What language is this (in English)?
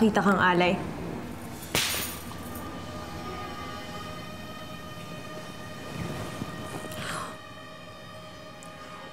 Filipino